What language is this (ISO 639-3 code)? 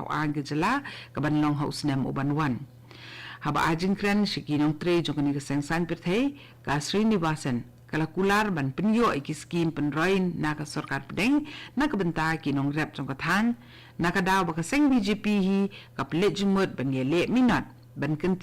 kha